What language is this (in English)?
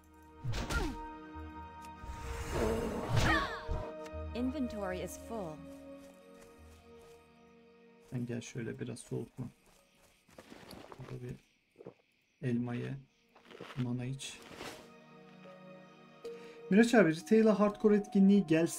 Turkish